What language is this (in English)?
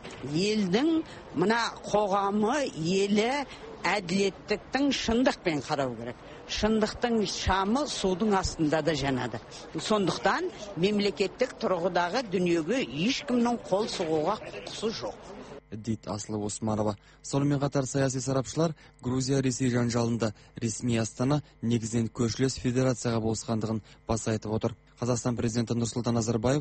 Kazakh